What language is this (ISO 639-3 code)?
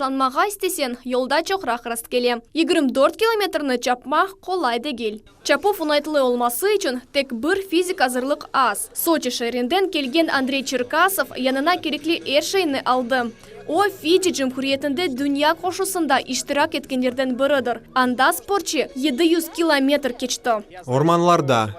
crh